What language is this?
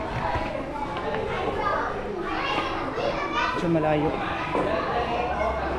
Filipino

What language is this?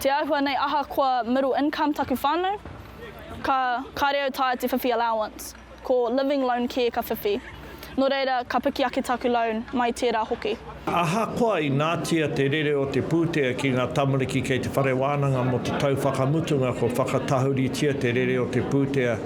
Māori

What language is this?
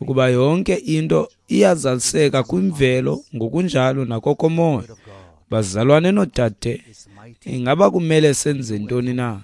Xhosa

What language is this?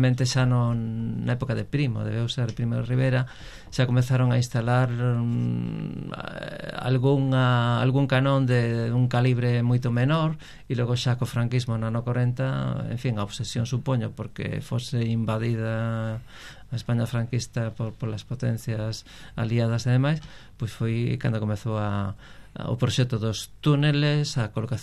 Galician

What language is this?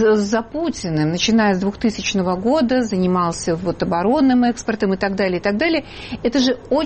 Russian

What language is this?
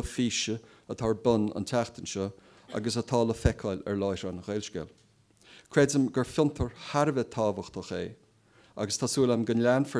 Irish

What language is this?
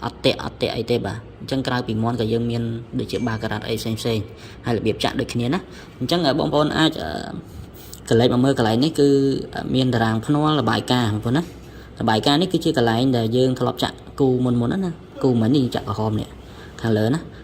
Khmer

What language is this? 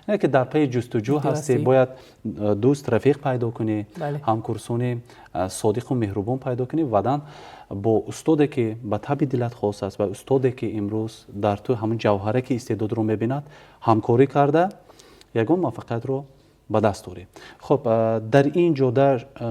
Tajik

